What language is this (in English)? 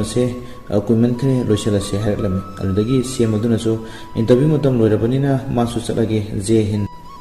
Manipuri